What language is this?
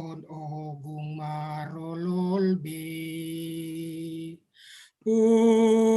Batak Simalungun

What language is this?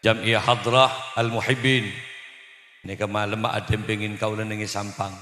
Madurese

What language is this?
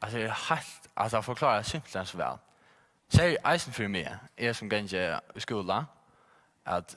Faroese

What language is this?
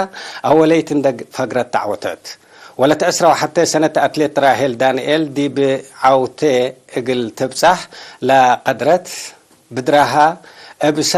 Tigre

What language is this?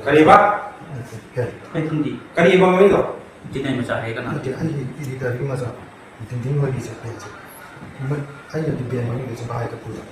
Manipuri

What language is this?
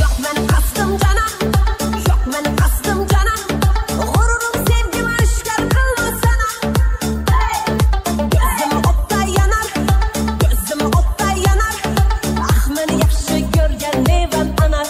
Kara-Kalpak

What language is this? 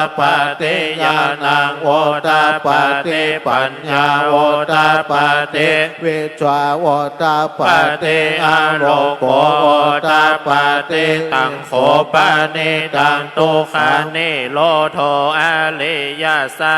Pali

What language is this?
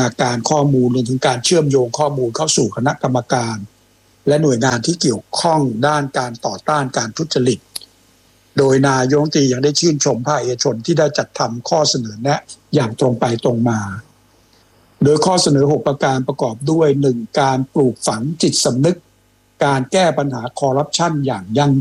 Thai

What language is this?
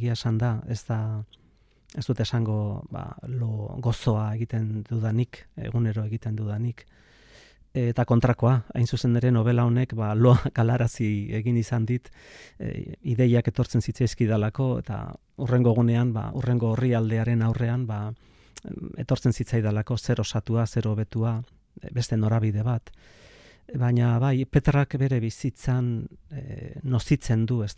Basque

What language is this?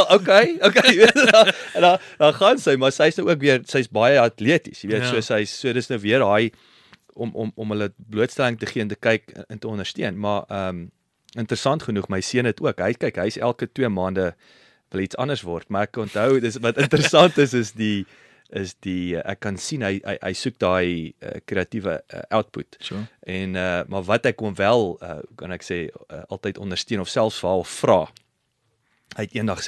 Afrikaans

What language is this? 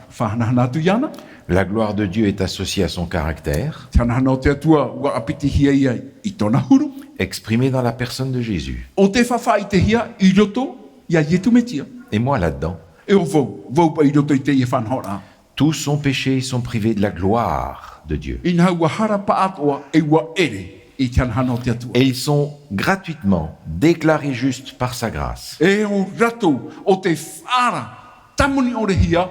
Tahitian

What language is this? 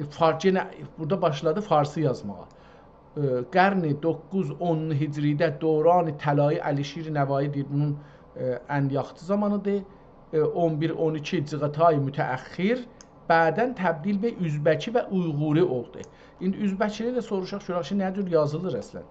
South Azerbaijani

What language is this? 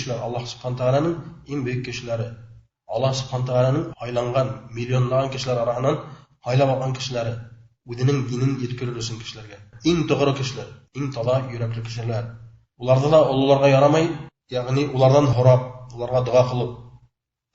Bashkir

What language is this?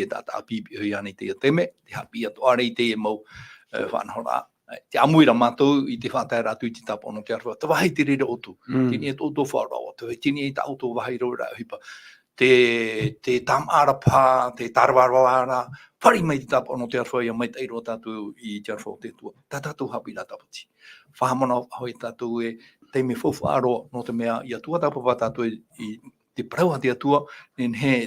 Tahitian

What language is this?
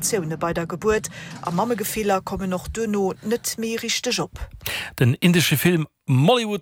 Luxembourgish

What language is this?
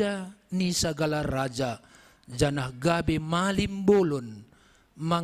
Batak Simalungun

